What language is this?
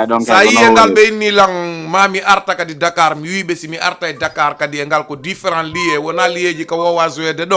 Fula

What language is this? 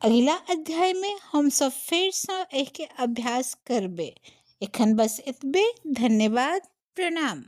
Maithili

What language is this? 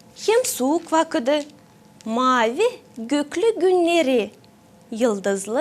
Gagauz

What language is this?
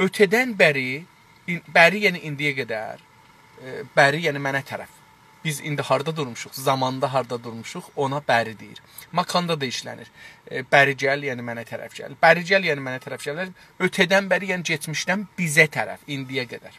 South Azerbaijani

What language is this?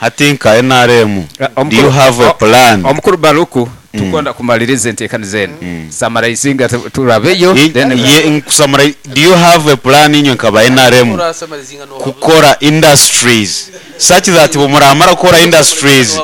Nyankole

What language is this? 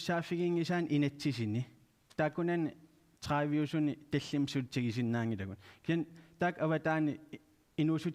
Kalaallisut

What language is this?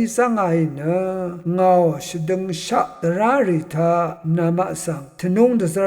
Rawang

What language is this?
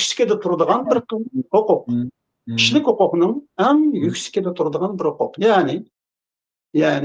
Uyghur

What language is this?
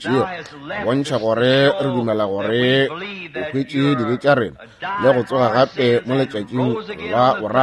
Northern Sotho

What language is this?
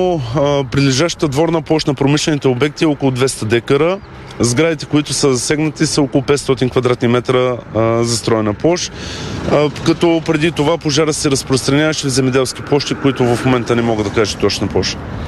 Bulgarian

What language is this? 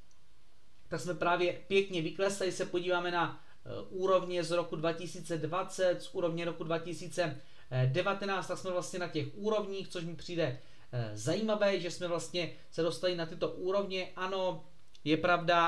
Czech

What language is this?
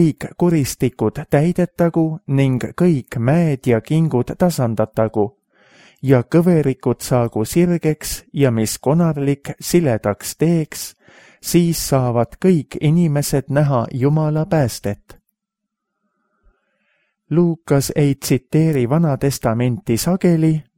Estonian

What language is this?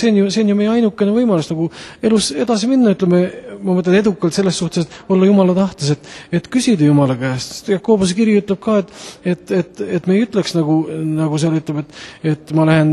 Estonian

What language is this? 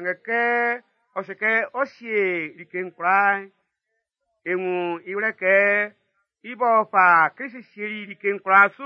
Baoulé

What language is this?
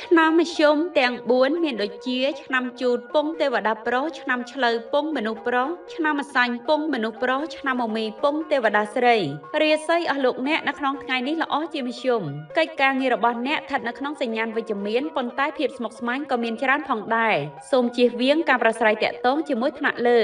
Khmer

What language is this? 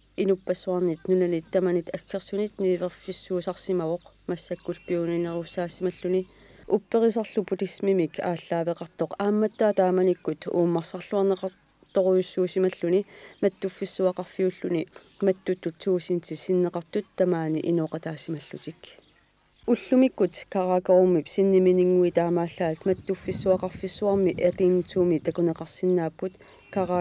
Kalaallisut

